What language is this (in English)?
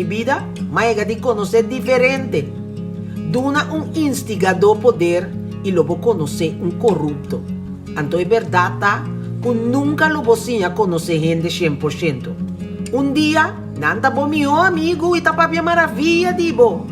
Papiamento